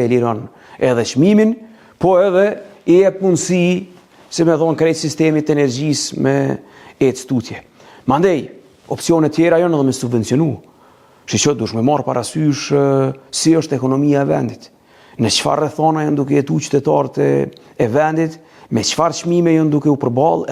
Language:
Albanian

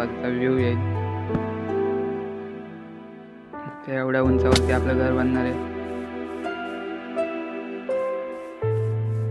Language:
Marathi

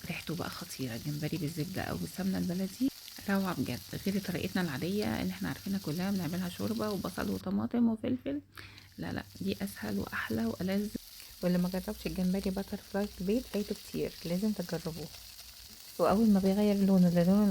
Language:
Egyptian Arabic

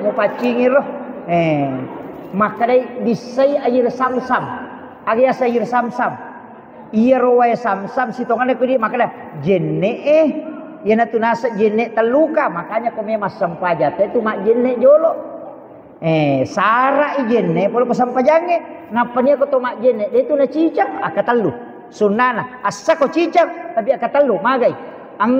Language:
Buginese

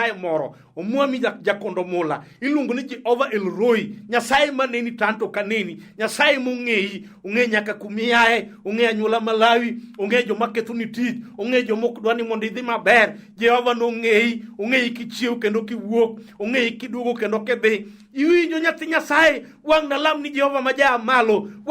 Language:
Luo (Kenya and Tanzania)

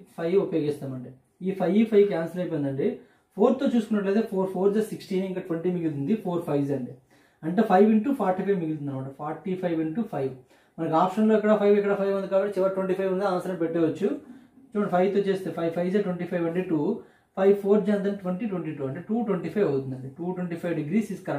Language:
Telugu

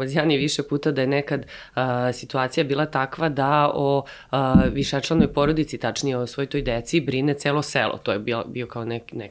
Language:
Serbian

